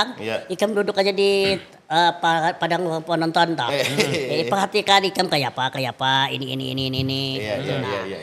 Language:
Banjar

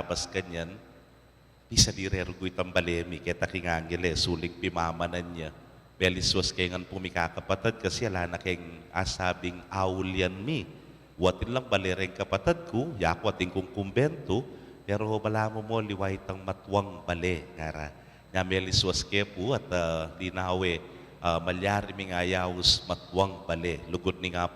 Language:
Pampanga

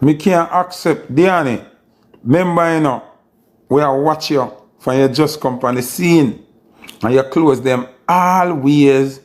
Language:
Jamaican Creole English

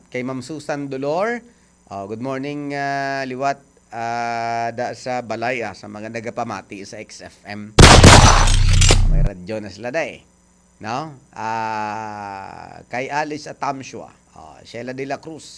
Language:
Hiligaynon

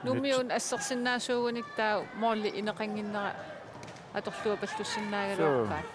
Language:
Kalaallisut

